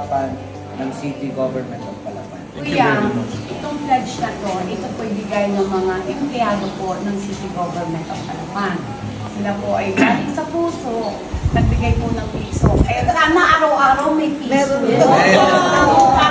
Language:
Filipino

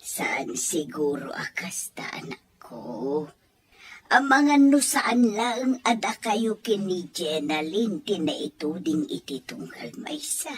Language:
Iloko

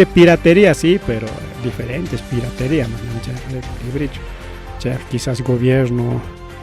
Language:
Ayacucho Quechua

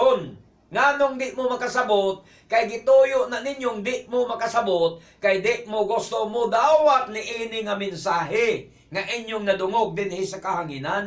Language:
Cebuano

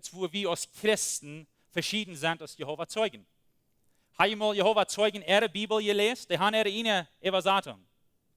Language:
Plautdietsch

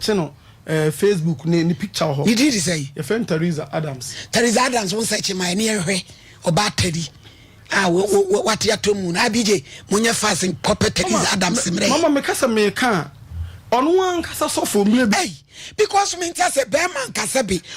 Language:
Akan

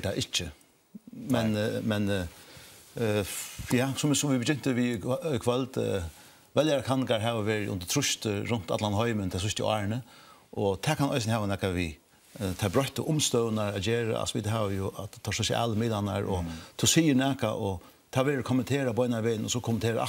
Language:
Faroese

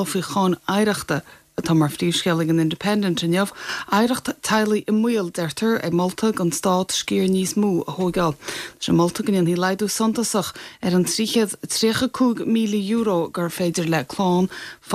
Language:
Irish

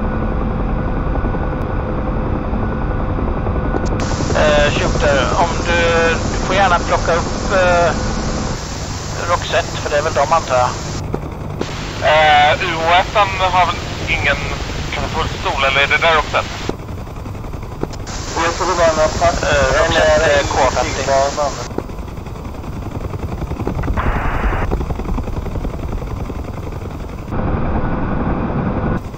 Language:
Swedish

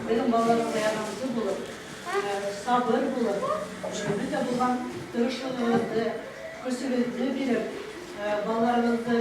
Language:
Bashkir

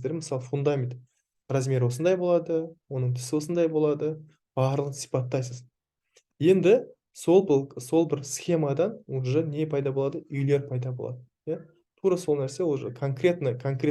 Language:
Kazakh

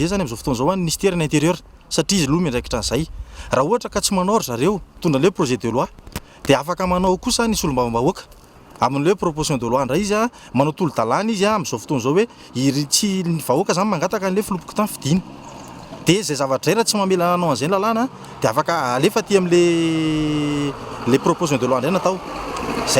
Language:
Malagasy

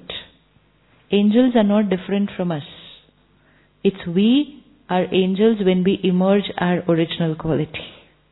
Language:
Hindi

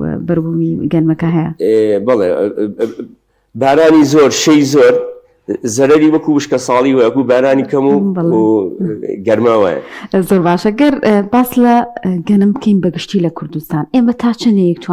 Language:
Central Kurdish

